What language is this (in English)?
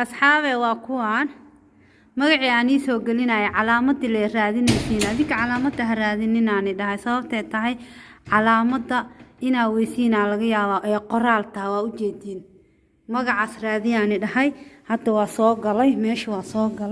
Somali